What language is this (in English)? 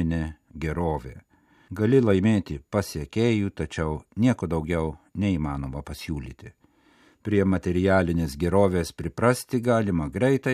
Lithuanian